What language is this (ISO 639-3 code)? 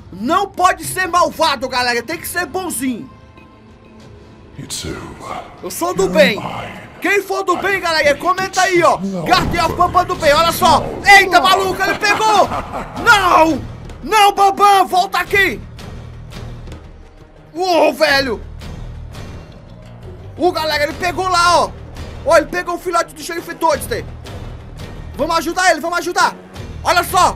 por